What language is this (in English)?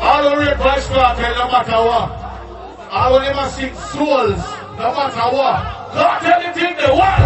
Jamaican Creole English